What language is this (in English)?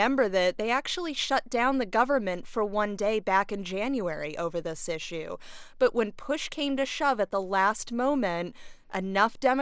English